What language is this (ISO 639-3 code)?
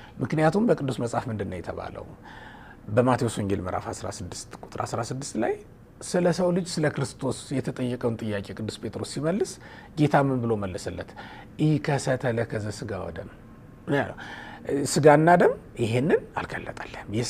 amh